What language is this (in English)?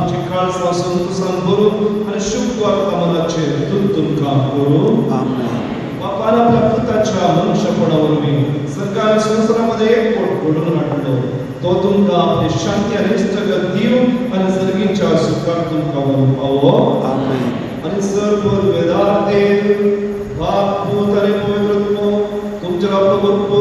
Konkani